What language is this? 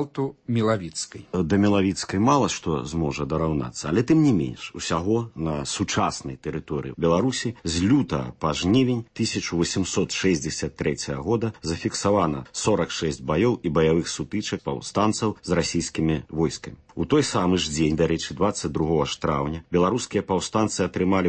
Belarusian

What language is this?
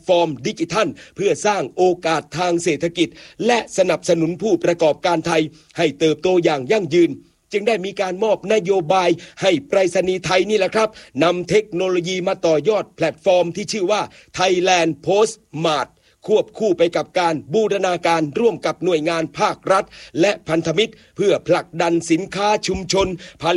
Thai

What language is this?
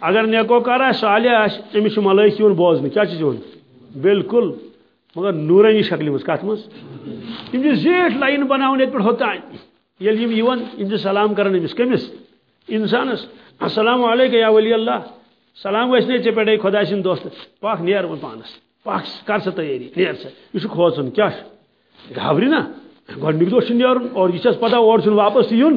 Kashmiri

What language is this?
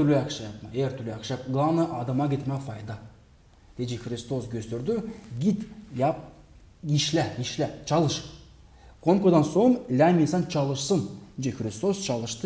Gagauz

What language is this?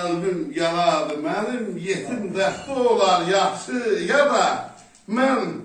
South Azerbaijani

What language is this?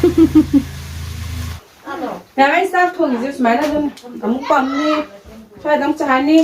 Manipuri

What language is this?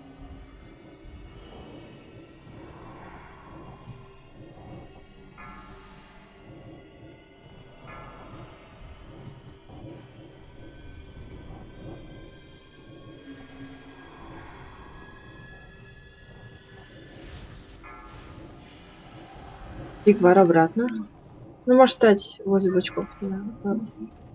Russian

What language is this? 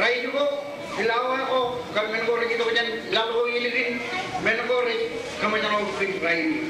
Marshallese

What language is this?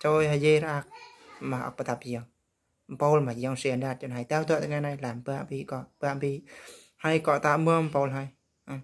Eastern Bru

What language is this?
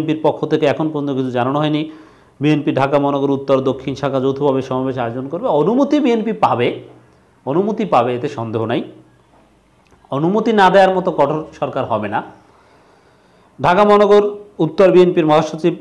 Bangla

